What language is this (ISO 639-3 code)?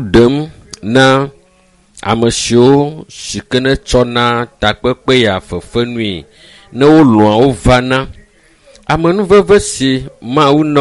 ewe